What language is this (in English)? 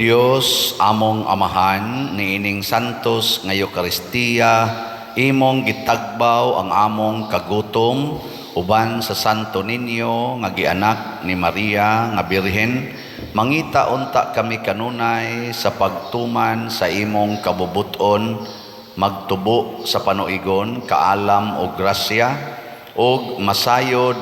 Cebuano